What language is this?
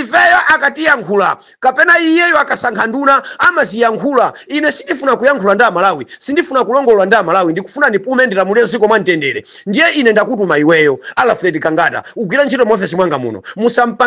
Nyanja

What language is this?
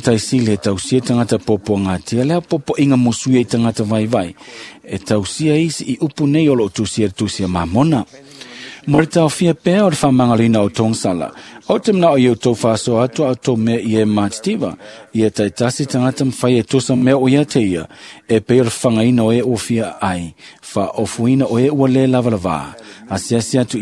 Samoan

